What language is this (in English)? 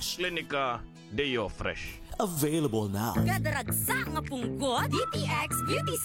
Hiligaynon